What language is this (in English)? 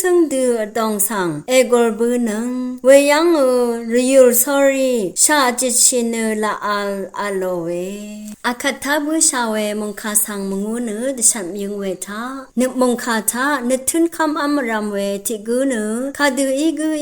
Rawang